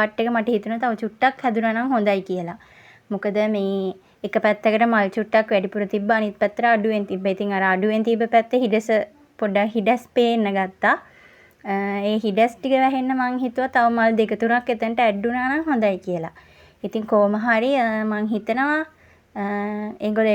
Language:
Sinhala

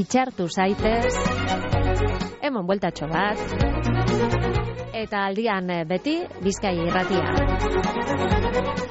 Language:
Basque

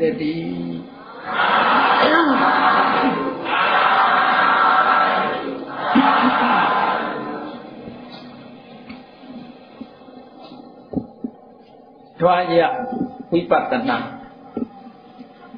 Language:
Burmese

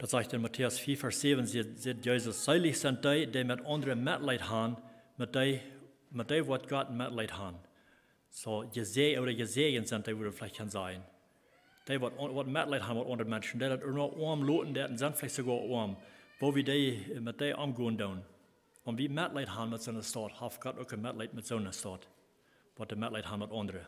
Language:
Plautdietsch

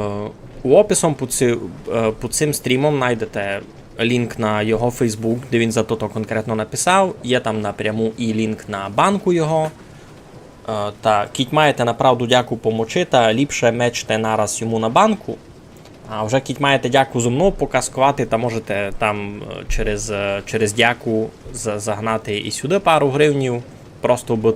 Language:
Rusyn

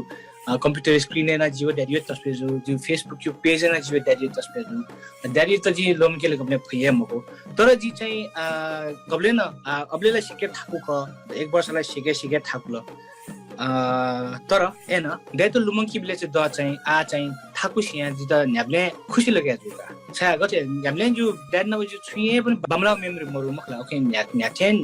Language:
Newari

